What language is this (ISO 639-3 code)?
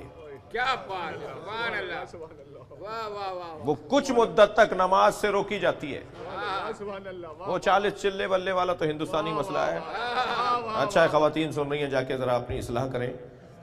urd